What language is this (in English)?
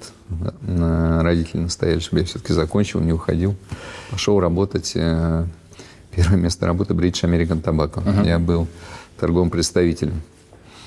Russian